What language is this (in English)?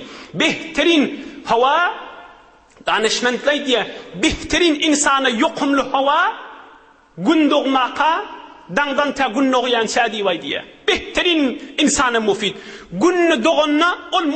Turkmen